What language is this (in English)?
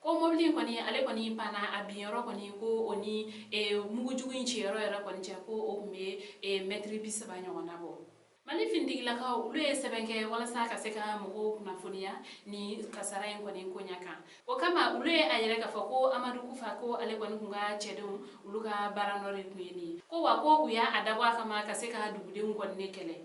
Bambara